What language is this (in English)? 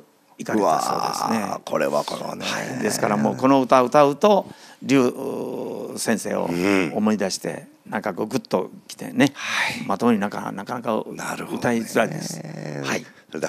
Japanese